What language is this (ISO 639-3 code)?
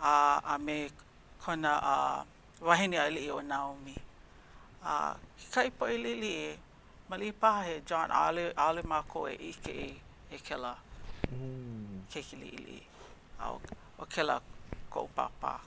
haw